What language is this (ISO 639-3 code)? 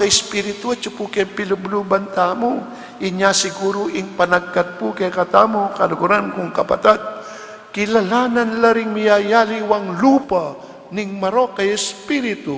pam